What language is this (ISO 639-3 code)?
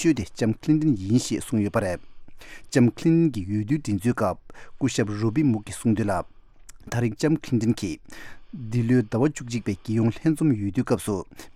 bod